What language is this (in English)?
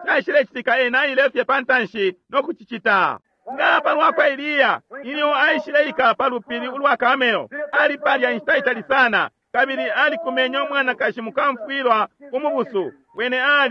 Bemba